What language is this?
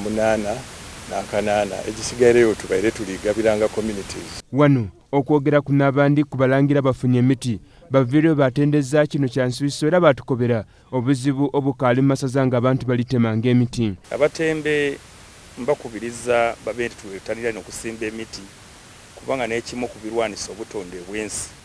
Soga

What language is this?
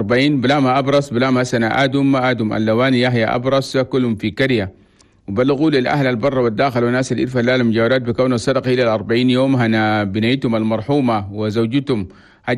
Chadian Arabic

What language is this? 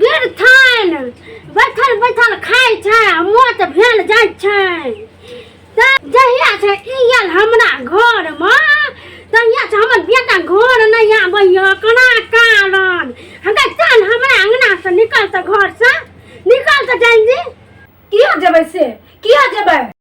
Maithili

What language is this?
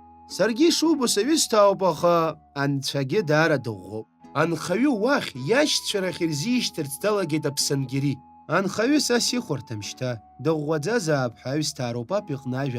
Abkhazian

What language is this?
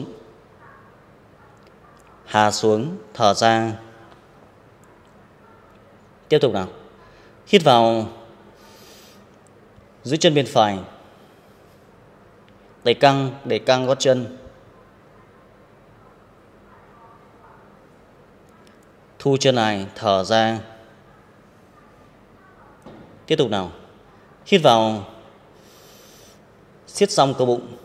Vietnamese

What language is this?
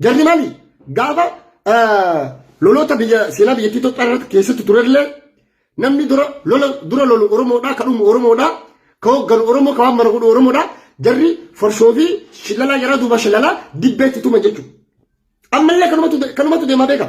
Oromo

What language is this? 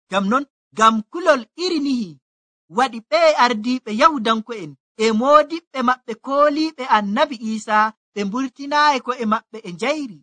Nigerian Fulfulde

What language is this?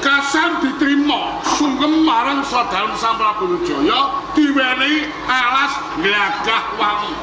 Javanese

